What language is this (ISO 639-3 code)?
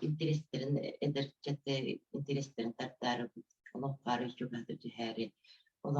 sah